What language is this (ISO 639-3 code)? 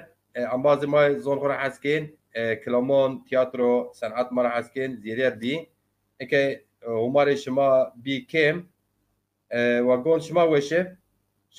zza